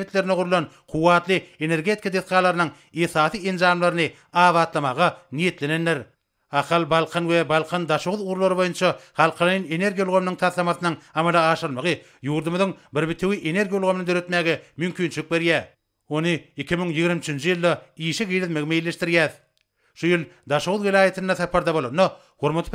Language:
Turkmen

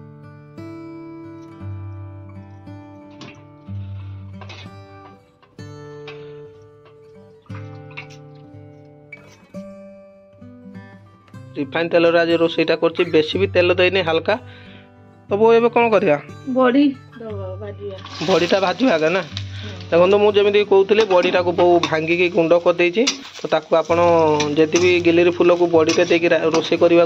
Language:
Odia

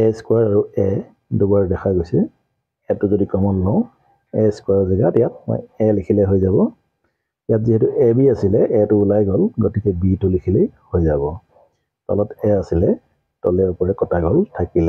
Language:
Assamese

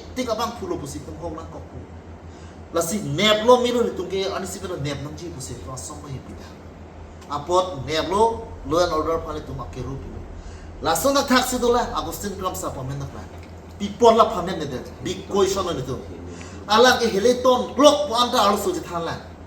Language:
Karbi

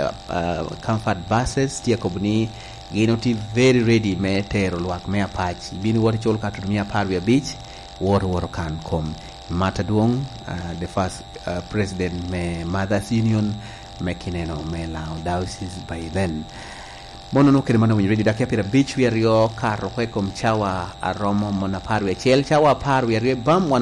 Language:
Lango (Uganda)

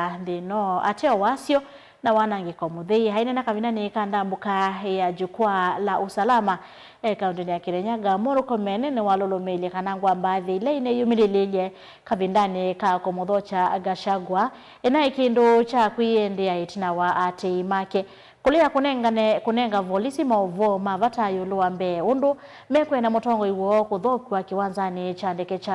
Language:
Kamba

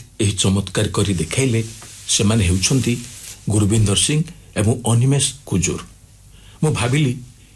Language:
Odia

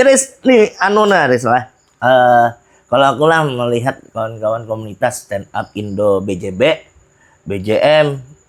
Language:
Banjar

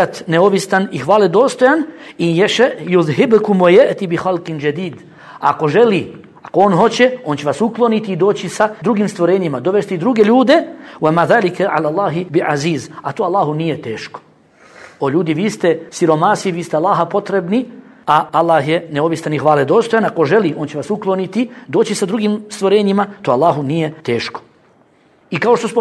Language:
Bosnian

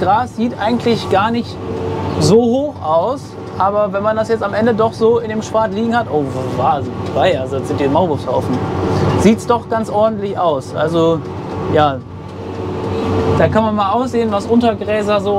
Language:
German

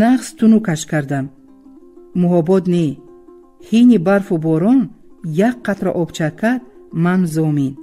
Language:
Tajik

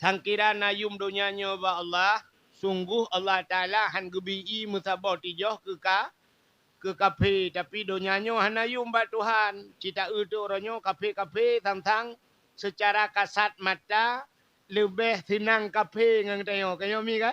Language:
Achinese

